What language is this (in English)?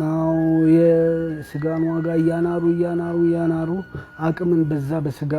Amharic